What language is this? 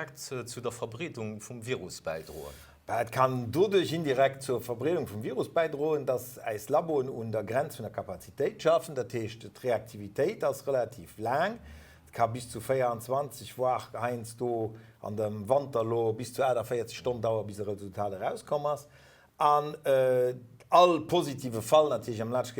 Luxembourgish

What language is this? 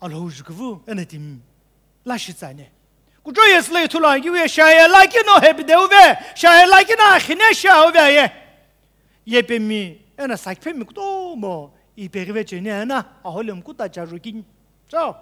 Sumi Naga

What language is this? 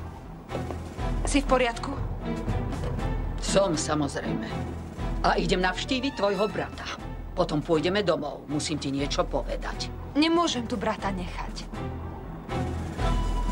Slovak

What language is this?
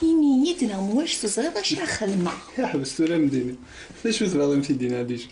Kabyle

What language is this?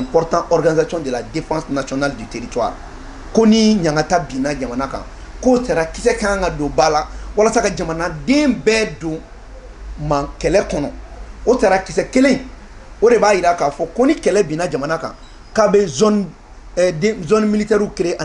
Bambara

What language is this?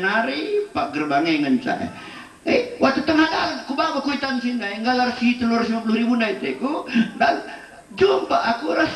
Batak Karo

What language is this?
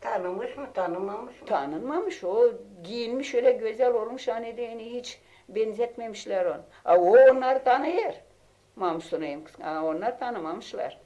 Gagauz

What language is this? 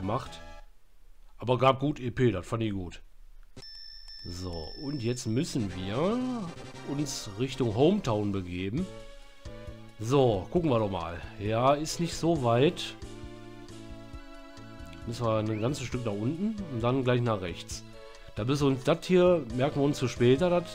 German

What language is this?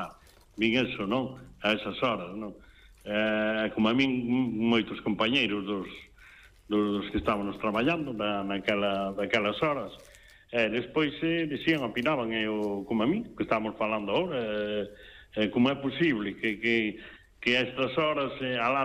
Galician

